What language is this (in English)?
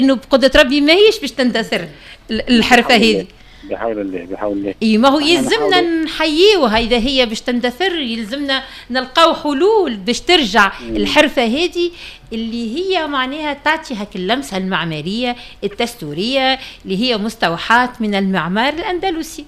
Tunisian Arabic